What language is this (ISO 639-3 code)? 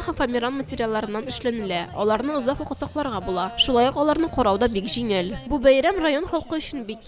tat